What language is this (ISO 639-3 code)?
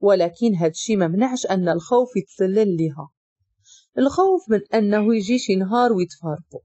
ary